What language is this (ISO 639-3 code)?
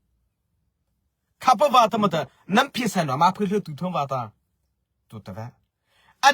mrh